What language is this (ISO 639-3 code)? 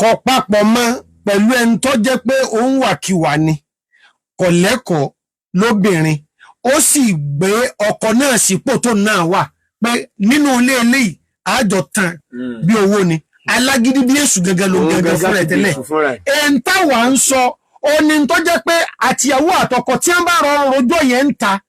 yor